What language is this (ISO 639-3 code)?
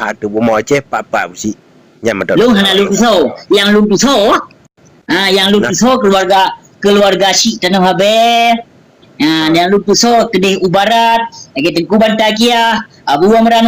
ace